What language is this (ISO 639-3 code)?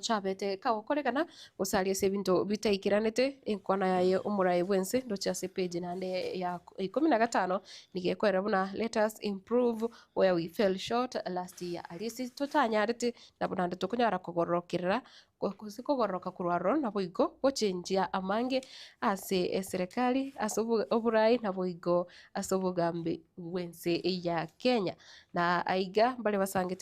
guz